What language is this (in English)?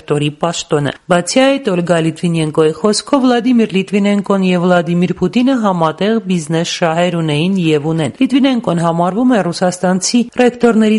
Armenian